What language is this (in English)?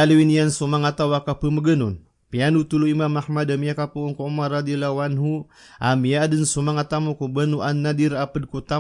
Maranao